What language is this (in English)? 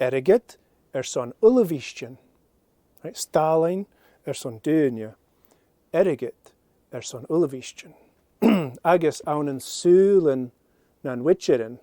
Scottish Gaelic